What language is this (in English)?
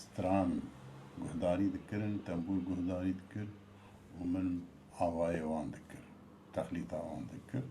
Kurdish